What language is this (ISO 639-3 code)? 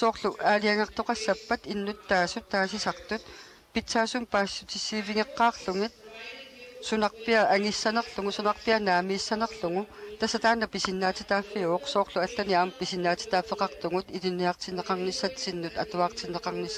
kal